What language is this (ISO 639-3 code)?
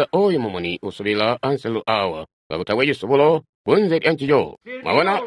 toi